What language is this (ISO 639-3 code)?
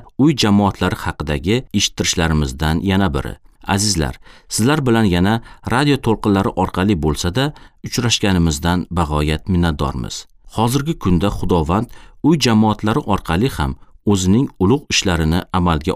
uzb